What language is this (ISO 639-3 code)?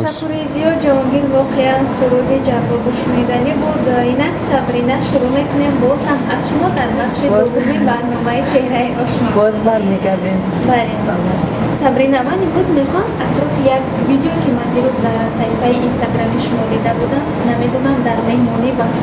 tgk